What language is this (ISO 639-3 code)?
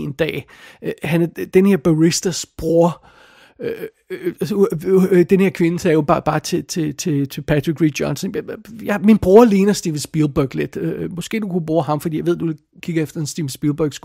dan